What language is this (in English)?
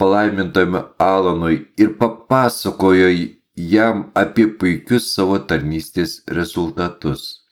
Lithuanian